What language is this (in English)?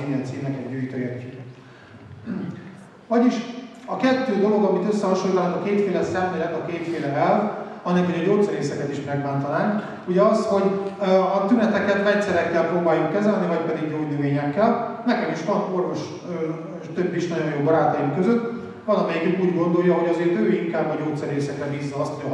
Hungarian